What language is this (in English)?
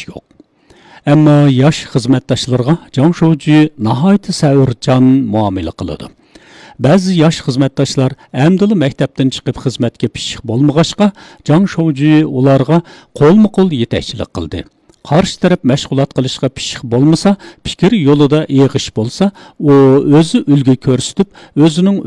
Uyghur